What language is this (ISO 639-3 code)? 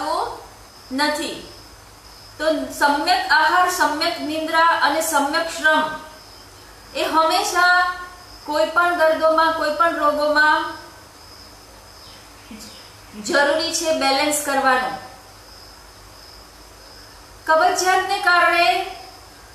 guj